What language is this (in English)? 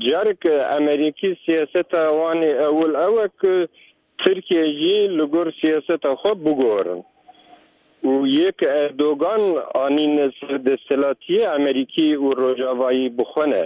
Kurdish